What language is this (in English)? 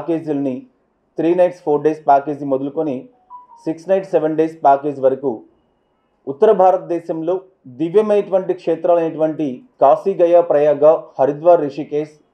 Telugu